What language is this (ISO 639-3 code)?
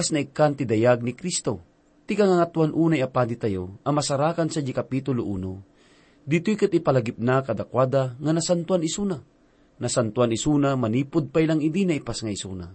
ilo